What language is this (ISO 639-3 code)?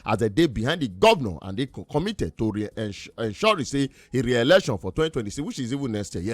pcm